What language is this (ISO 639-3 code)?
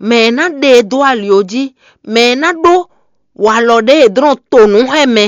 fon